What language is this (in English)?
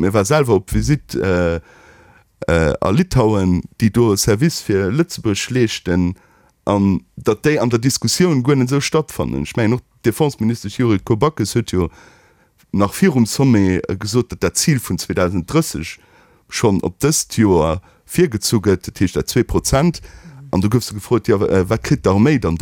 Luxembourgish